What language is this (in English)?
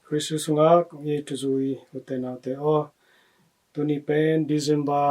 Tedim Chin